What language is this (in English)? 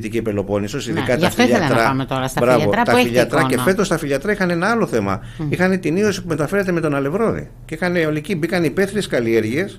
Greek